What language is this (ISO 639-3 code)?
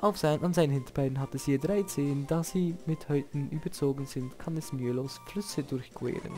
gsw